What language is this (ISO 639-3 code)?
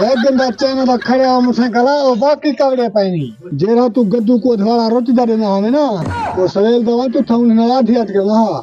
skr